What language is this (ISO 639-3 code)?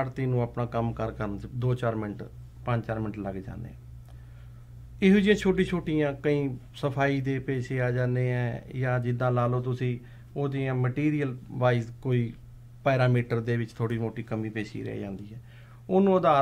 pan